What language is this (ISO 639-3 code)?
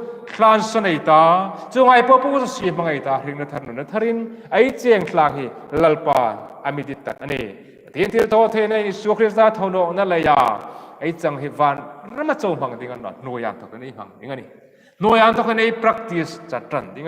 hmr